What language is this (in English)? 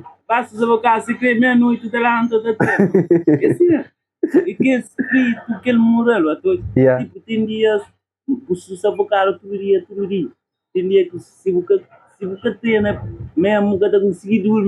Kabuverdianu